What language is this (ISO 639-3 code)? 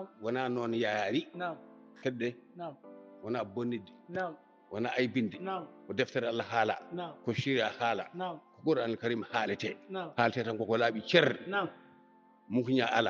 ful